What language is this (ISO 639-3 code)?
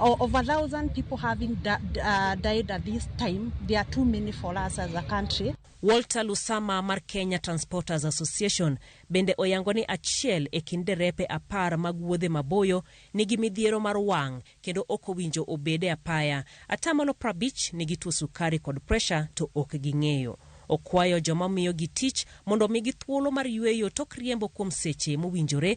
luo